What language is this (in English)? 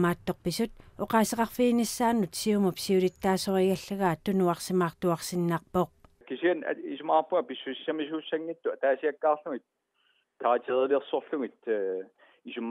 Kalaallisut